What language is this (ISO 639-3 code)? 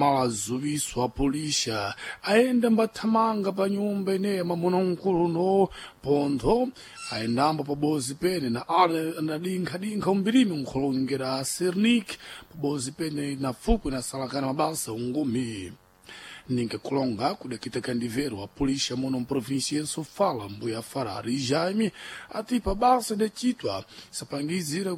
seh